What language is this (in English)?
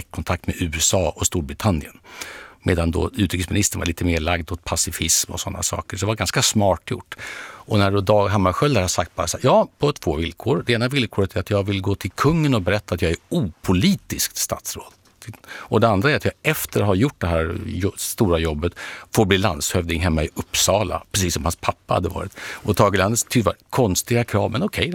Swedish